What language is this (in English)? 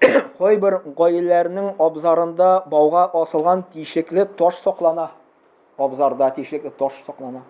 Tatar